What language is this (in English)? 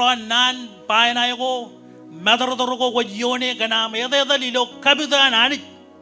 Marshallese